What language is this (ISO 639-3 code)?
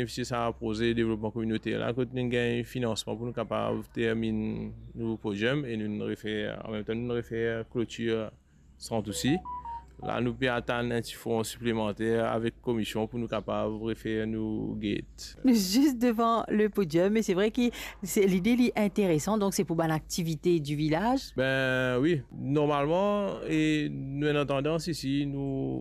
mfe